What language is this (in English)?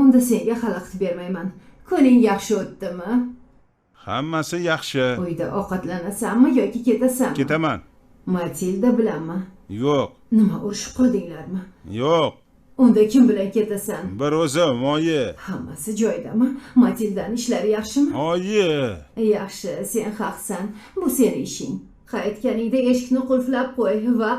Uzbek